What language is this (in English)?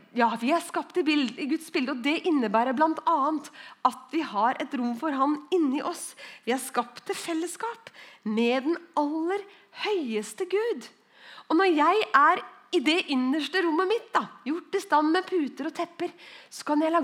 Norwegian